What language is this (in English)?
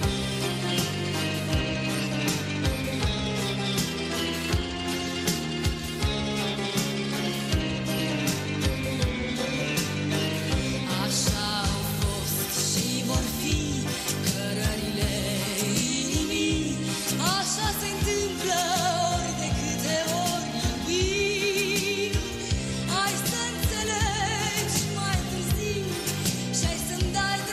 Romanian